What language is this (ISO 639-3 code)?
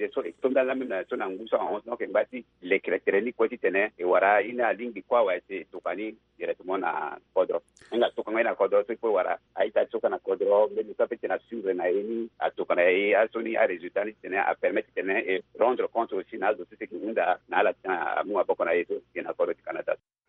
sag